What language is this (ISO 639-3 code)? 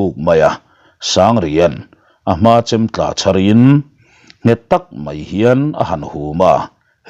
lus